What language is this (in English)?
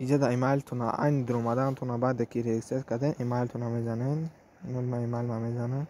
Tajik